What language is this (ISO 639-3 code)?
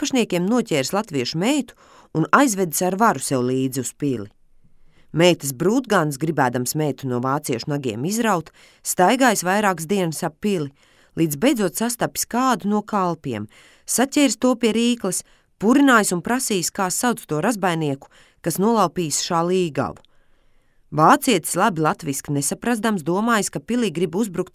lav